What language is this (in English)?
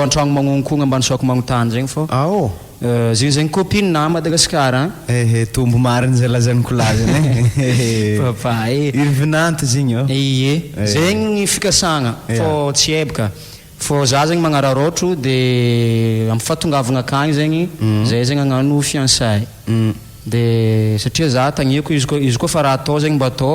Malagasy